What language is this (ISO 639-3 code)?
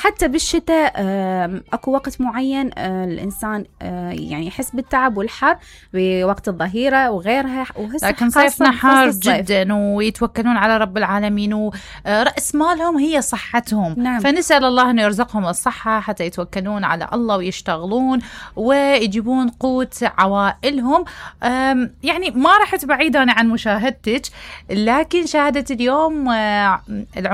acm